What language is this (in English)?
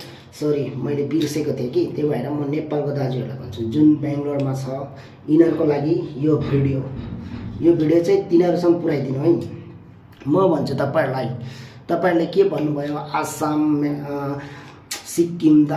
Nepali